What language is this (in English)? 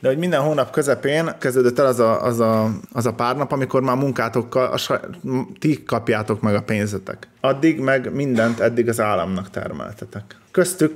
Hungarian